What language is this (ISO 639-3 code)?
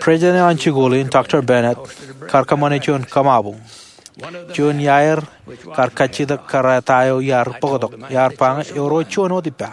mah